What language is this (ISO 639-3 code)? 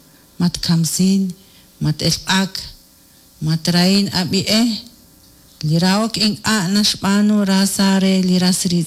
kek